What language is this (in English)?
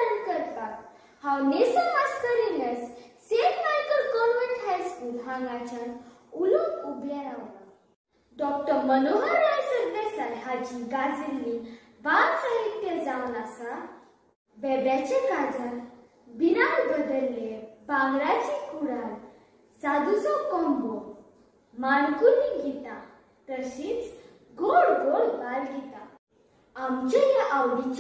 Konkani